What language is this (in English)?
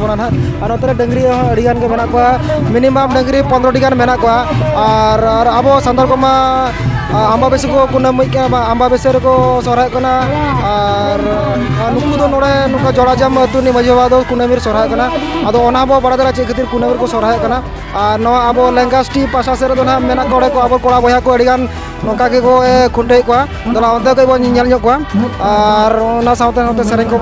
Santali